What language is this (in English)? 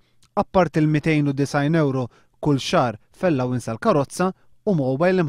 Maltese